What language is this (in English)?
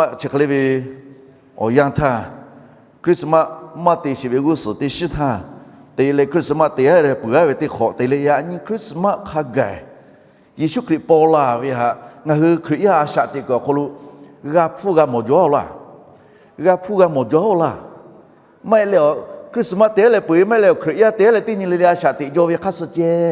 Lahu